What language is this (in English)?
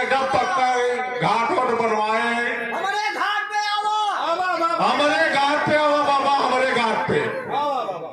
Awadhi